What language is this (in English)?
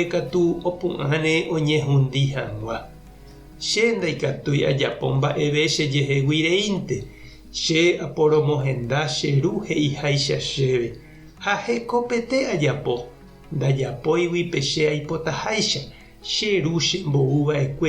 Guarani